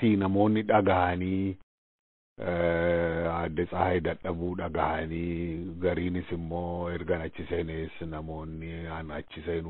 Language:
Oromo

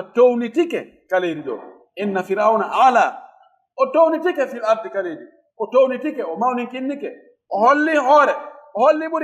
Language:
Fula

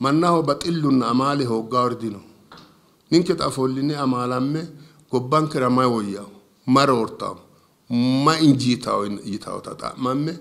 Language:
Sidamo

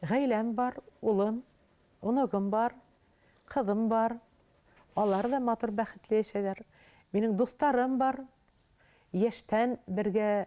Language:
Bashkir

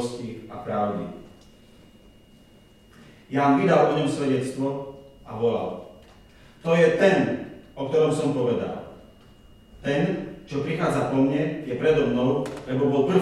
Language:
Slovak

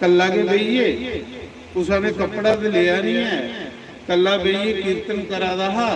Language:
Dogri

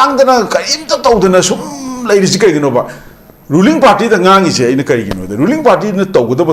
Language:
Manipuri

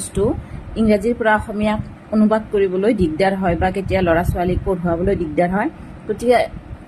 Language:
Assamese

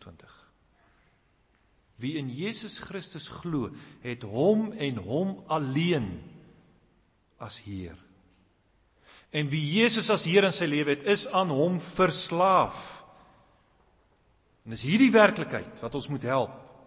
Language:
Afrikaans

